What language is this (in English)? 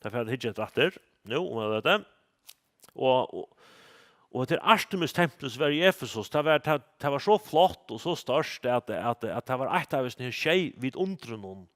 Faroese